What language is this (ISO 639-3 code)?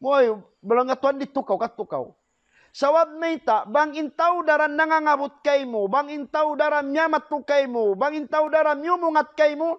tsg